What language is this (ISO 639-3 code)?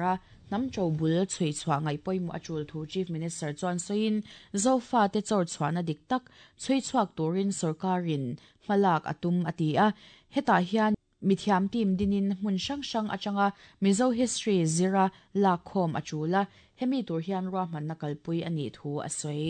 lus